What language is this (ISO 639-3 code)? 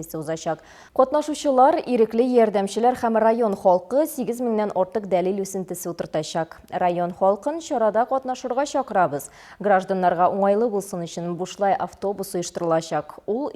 tat